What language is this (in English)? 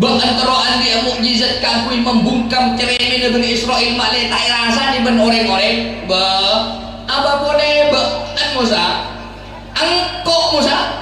Madurese